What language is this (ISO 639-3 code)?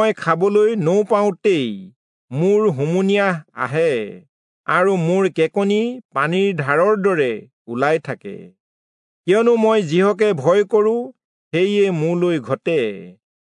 asm